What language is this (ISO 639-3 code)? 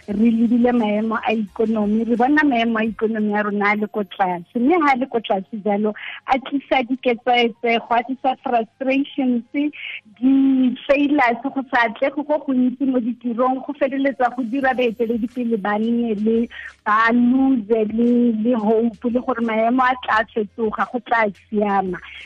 tsn